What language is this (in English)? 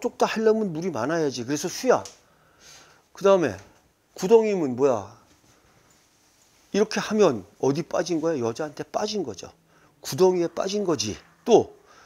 Korean